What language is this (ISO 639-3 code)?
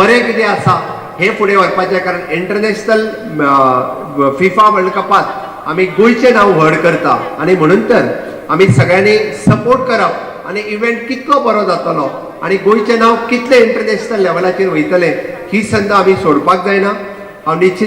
kok